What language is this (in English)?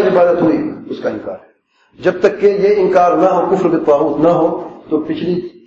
Urdu